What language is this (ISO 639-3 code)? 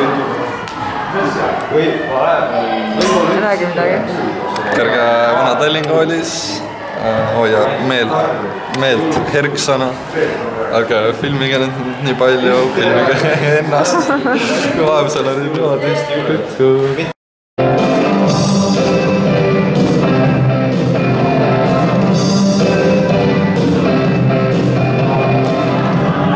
est